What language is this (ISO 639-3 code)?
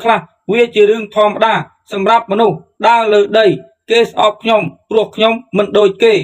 khm